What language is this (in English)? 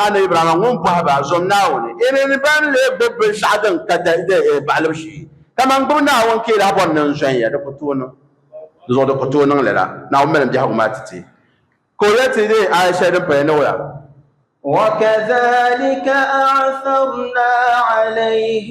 Dagbani